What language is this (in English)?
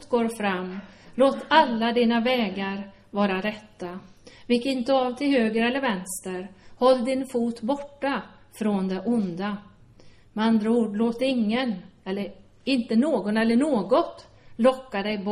Swedish